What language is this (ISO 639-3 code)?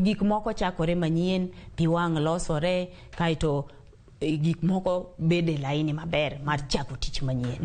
luo